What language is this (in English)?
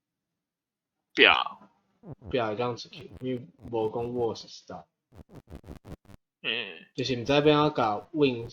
Min Nan Chinese